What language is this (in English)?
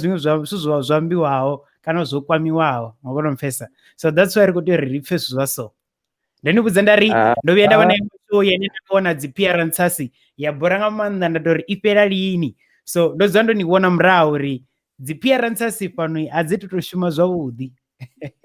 Venda